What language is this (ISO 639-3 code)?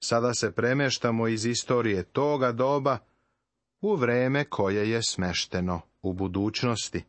srp